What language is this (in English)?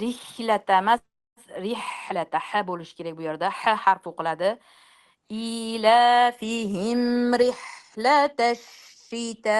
Uzbek